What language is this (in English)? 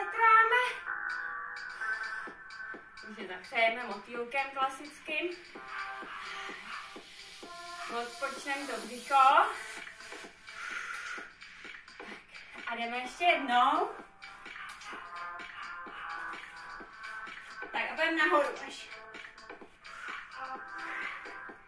Czech